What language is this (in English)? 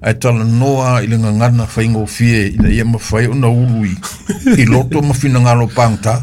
Samoan